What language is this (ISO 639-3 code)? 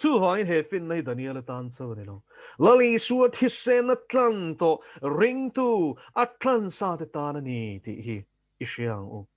lus